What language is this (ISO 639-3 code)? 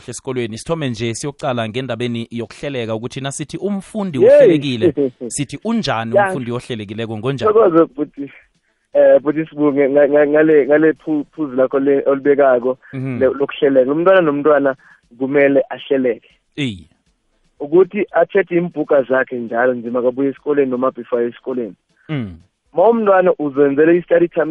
nbl